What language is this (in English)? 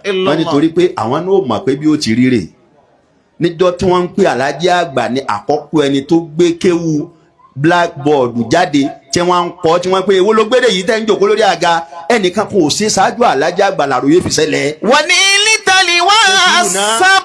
Yoruba